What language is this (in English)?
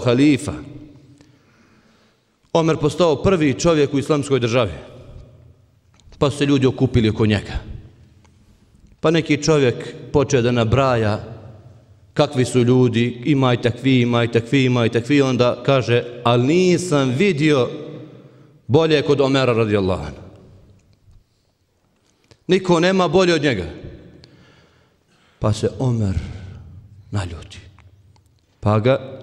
Bosnian